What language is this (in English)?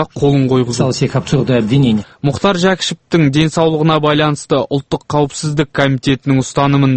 Kazakh